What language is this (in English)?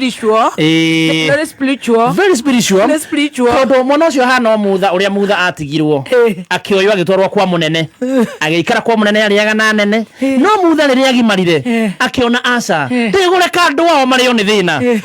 Kikuyu